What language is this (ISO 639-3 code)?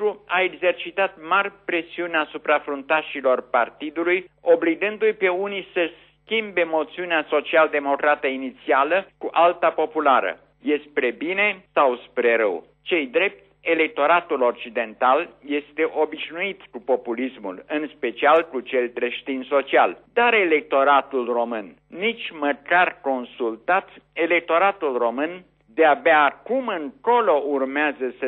ron